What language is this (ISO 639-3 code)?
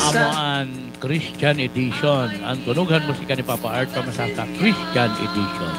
war